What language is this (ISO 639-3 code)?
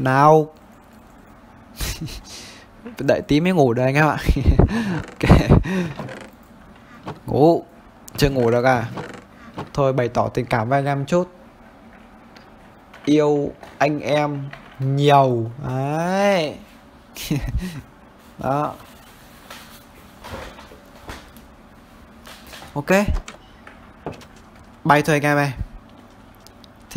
vie